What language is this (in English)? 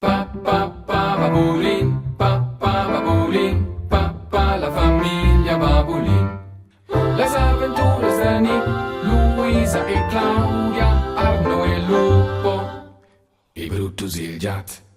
Romansh